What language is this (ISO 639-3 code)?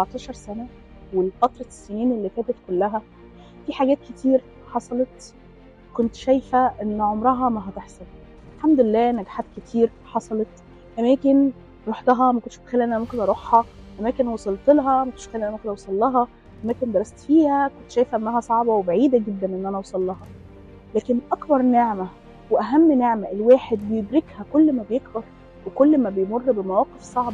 arz